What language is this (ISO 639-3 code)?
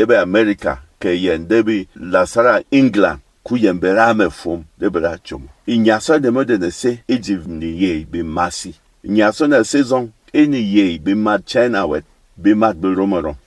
bom